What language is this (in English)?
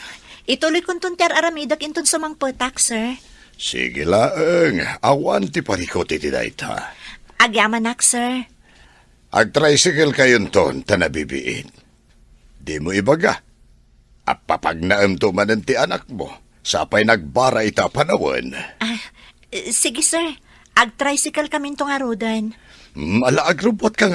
Iloko